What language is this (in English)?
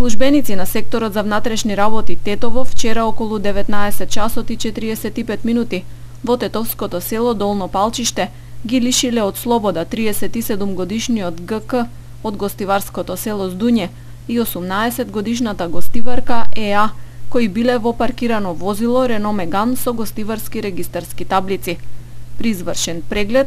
Macedonian